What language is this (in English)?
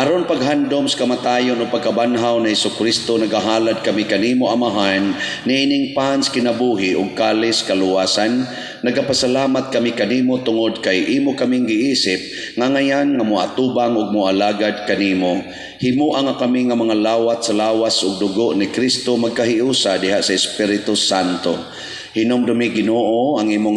Cebuano